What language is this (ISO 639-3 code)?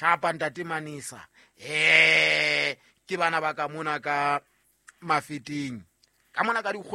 sot